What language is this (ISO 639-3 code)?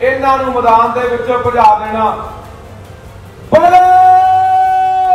pan